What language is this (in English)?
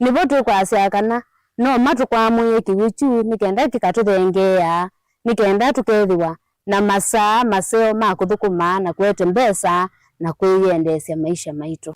Kamba